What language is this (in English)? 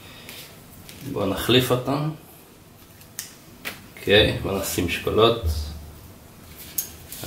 Hebrew